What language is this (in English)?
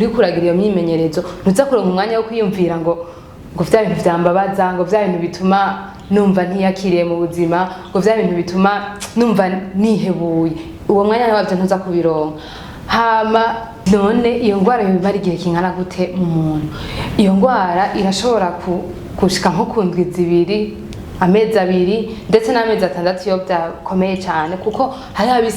Rundi